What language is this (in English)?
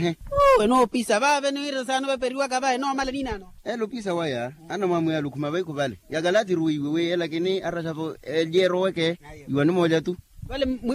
Makhuwa